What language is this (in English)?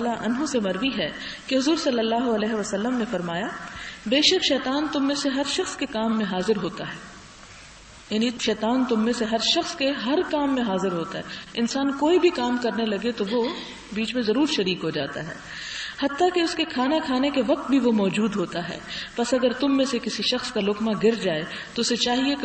Urdu